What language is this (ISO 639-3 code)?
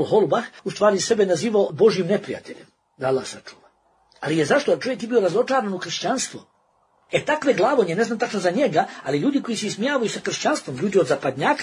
bos